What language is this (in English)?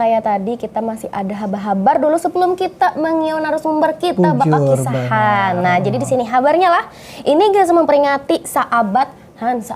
Banjar